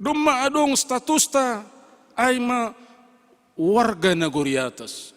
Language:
Batak Simalungun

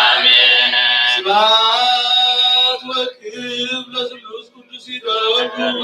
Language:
Geez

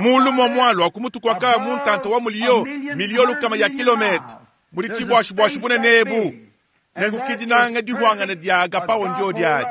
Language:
Luba-Lulua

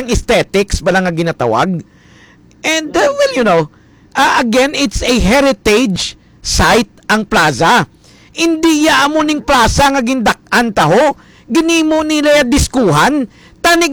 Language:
Hiligaynon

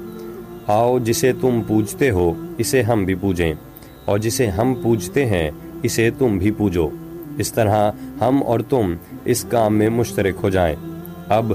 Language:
Urdu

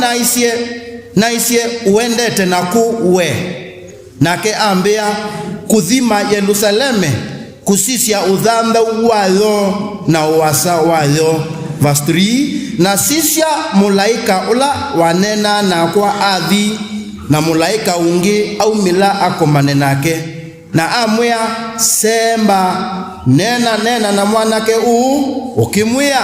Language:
Kamba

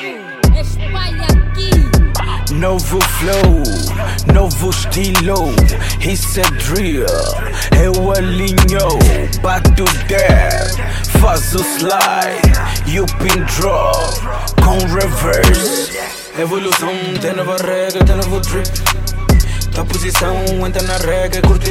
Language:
Portuguese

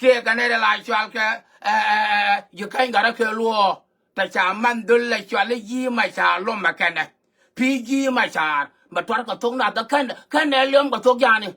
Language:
Nuer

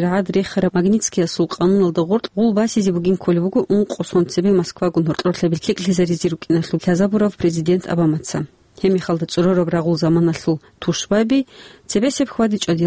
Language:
Avaric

